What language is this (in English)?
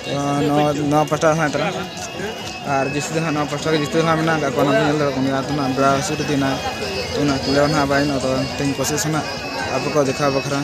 Santali